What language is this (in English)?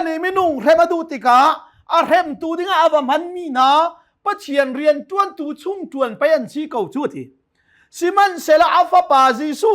Hakha Chin